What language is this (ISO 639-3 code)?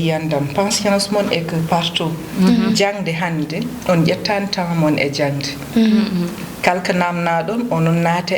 ful